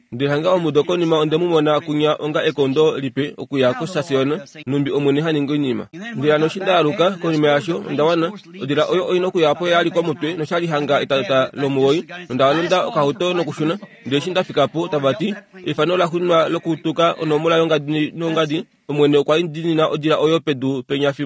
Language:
Kuanyama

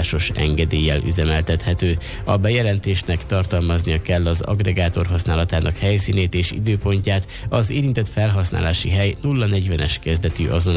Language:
Hungarian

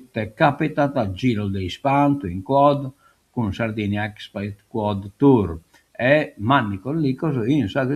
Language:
Sardinian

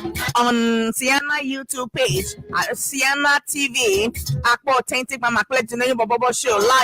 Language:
Ewe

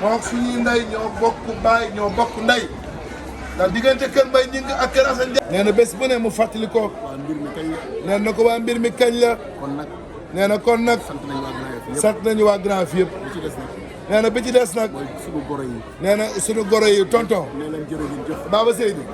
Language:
Wolof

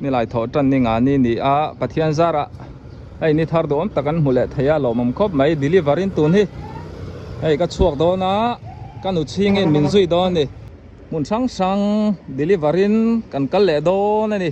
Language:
Mizo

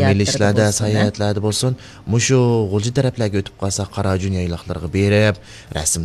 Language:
Uyghur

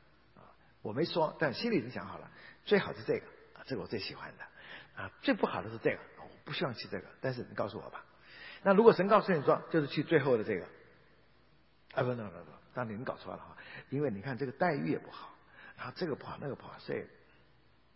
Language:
Chinese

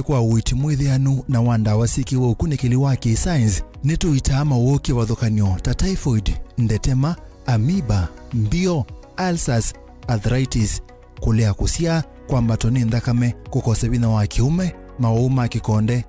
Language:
Kamba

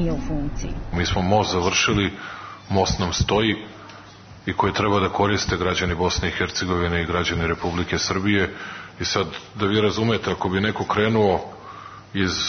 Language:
Serbian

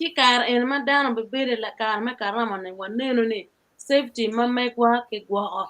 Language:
Acoli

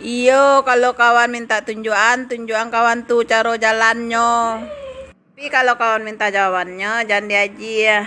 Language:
Minangkabau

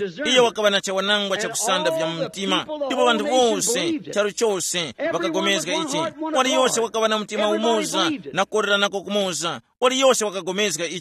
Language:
Tumbuka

